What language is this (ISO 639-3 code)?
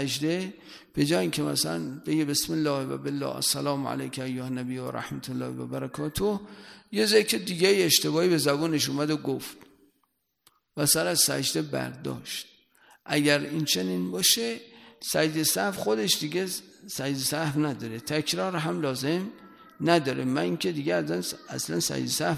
fas